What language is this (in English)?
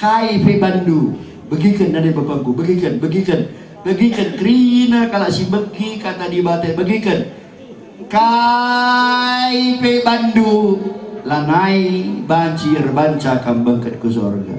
Batak Karo